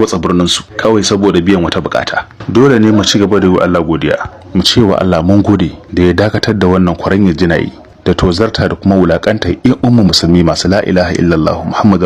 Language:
Hausa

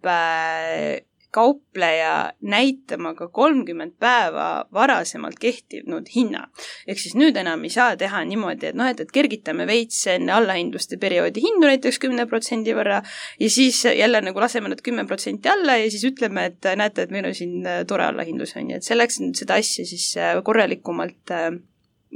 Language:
Estonian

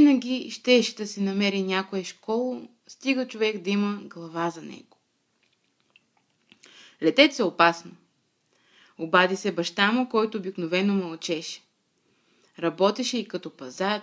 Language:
Bulgarian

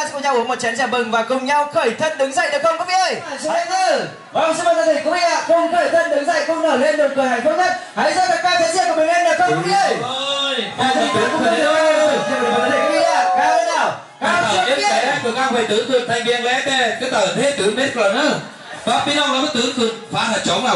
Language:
Vietnamese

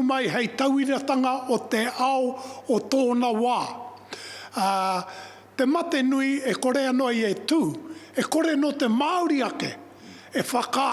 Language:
Māori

